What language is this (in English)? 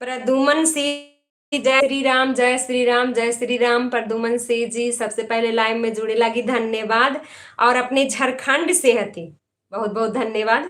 Magahi